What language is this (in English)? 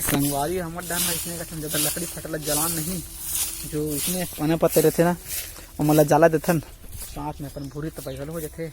Chhattisgarhi